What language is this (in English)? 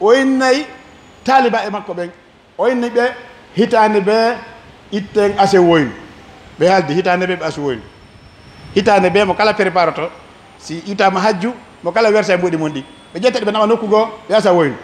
Pular